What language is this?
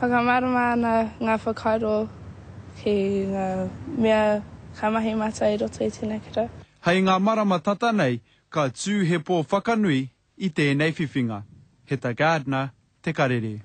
Māori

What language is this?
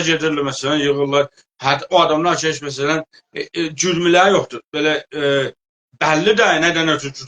South Azerbaijani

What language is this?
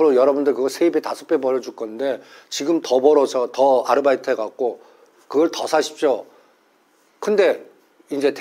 Korean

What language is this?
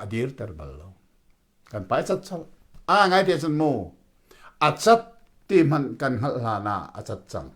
Hakha Chin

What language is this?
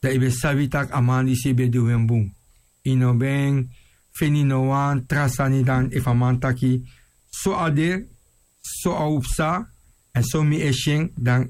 Sranan Tongo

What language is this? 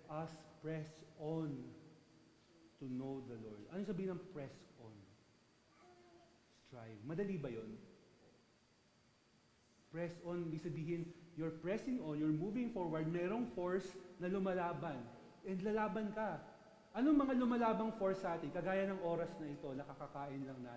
Filipino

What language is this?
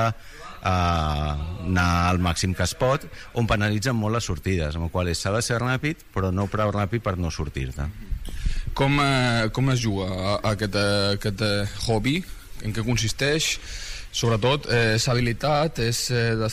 Catalan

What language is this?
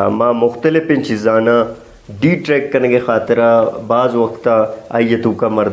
Brahui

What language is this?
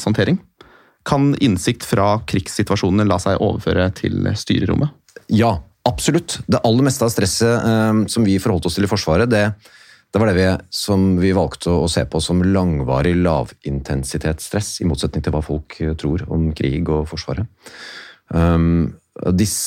Norwegian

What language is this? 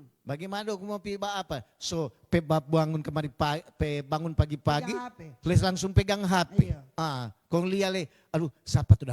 Manado Malay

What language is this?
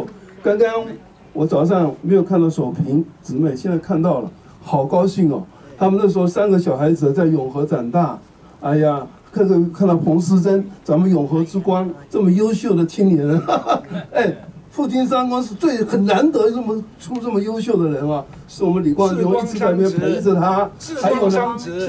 Chinese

